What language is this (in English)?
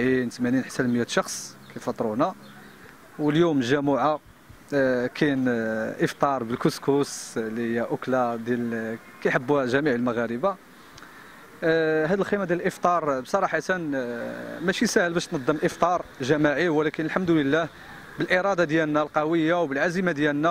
Moroccan Arabic